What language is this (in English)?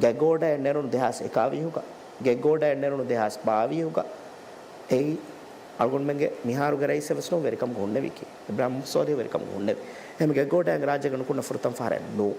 Divehi